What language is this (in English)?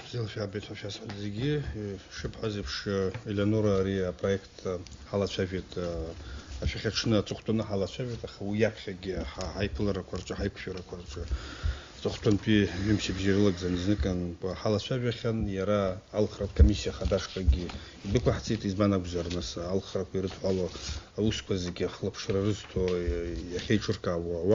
Abkhazian